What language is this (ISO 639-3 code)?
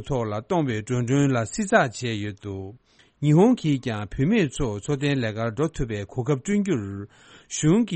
bod